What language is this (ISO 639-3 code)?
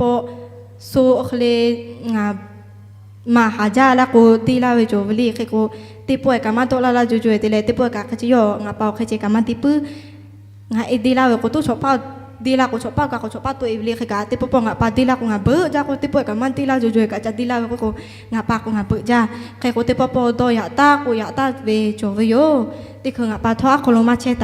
lhu